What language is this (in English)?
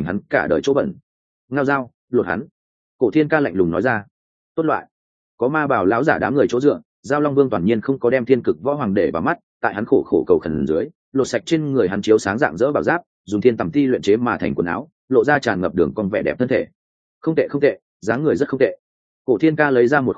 Vietnamese